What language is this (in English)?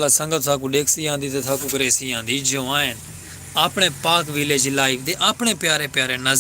Saraiki